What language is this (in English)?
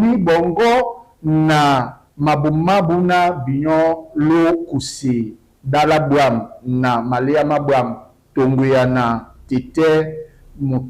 Duala